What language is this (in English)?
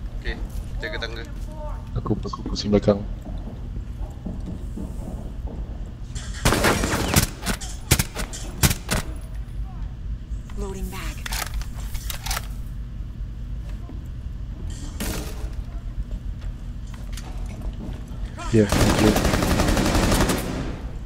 Malay